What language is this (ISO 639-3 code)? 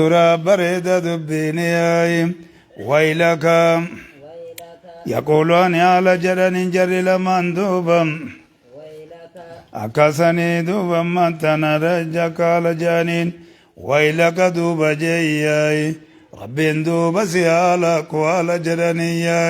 orm